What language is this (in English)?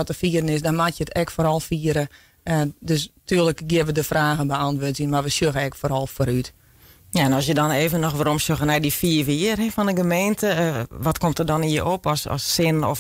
Western Frisian